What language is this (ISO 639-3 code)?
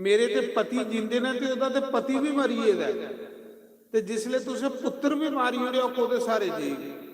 doi